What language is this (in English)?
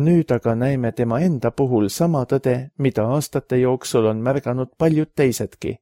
Estonian